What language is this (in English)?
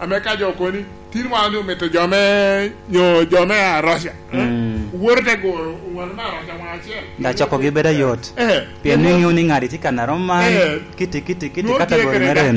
Lango (Uganda)